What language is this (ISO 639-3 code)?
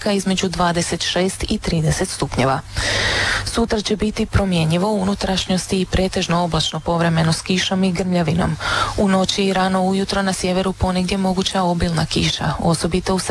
hrv